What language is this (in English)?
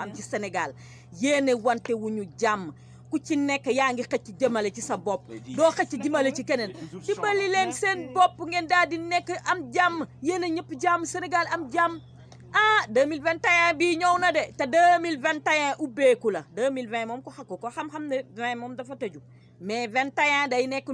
Wolof